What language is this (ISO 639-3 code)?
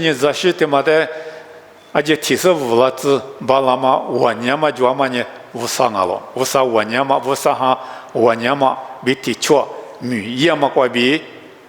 lis